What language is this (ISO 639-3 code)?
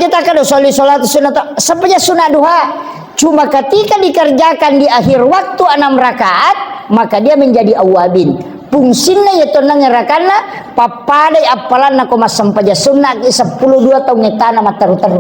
bug